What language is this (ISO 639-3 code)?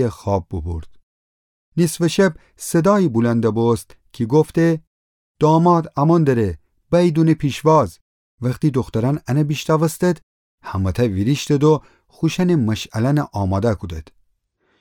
glk